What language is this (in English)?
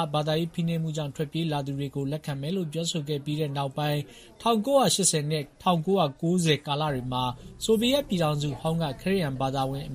Burmese